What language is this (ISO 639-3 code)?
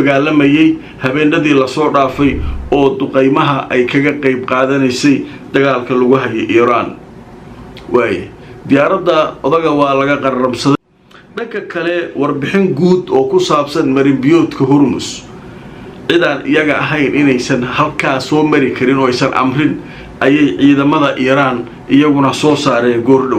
som